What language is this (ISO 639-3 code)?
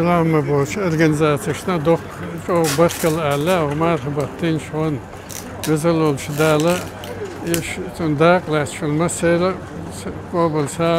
che